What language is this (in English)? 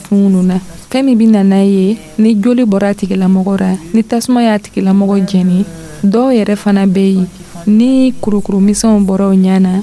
Dyula